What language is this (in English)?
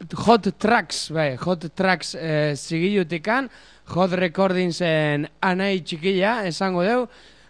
Basque